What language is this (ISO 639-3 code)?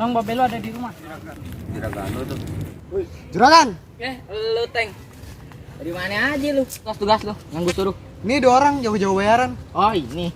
bew